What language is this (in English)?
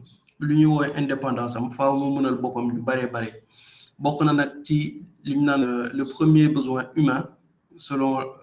Wolof